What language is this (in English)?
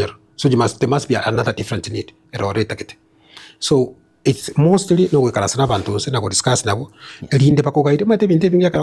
Gusii